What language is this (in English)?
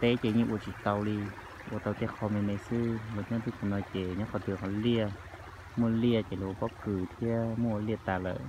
Hmong